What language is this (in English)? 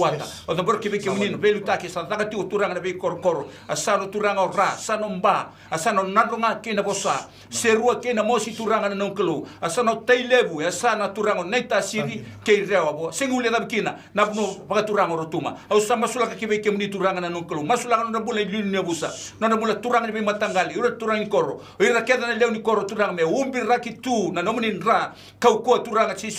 Fijian